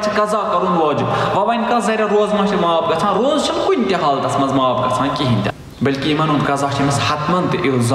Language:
Kashmiri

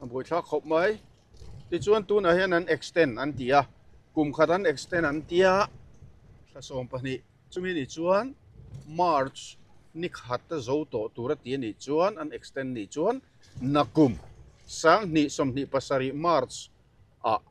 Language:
Mizo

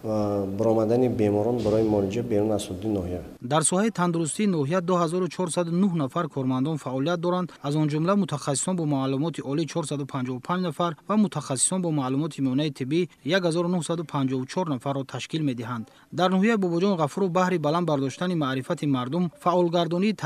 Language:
Tajik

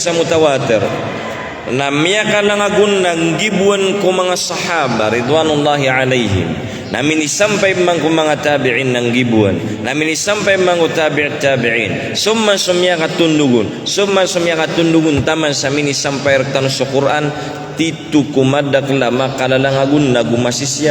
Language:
Maranao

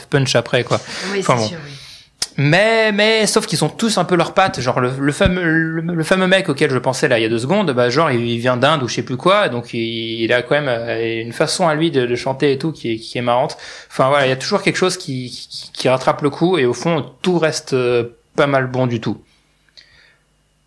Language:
French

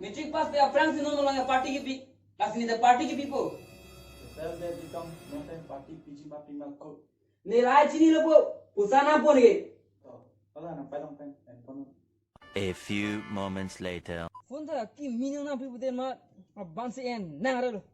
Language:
Karbi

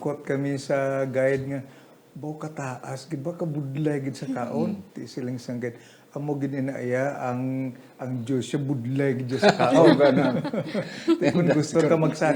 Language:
Hiligaynon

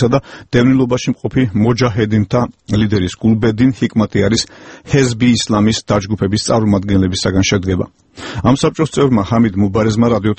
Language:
Georgian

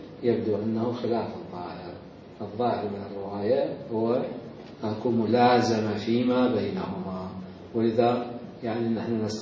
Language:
Mesopotamian Arabic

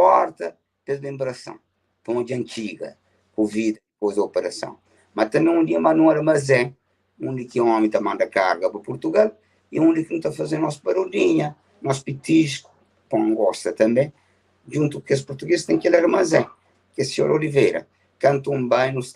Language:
Kabuverdianu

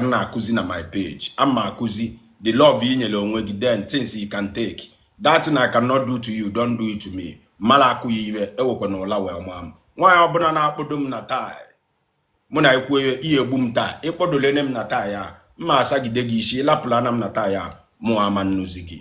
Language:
Igbo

